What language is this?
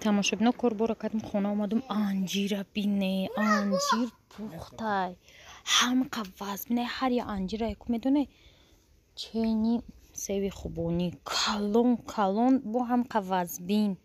Tajik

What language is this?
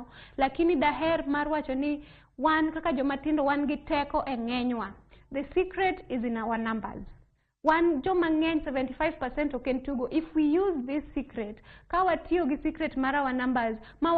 Luo (Kenya and Tanzania)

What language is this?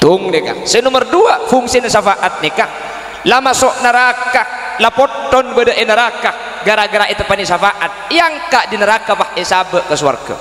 Madurese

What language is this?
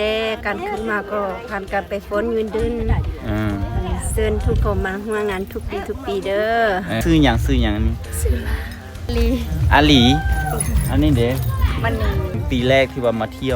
Lao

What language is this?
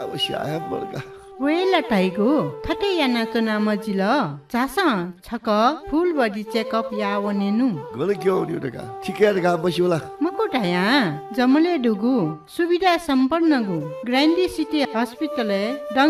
Newari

